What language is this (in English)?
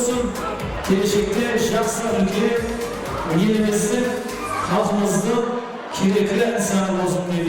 Kara-Kalpak